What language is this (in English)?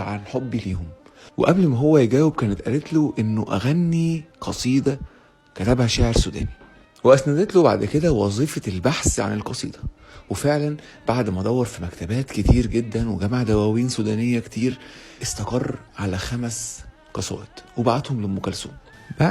Egyptian Arabic